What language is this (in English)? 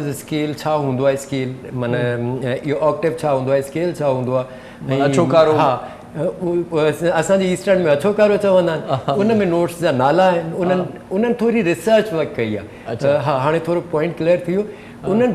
Sindhi